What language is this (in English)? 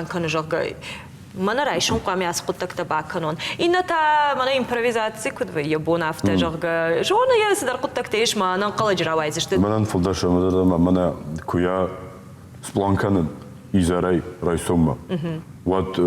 Ossetic